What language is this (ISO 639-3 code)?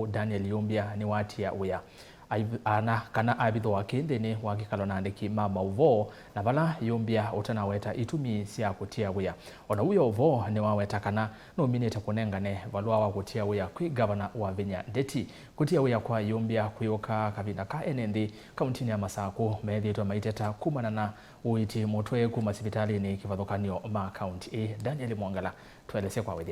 kam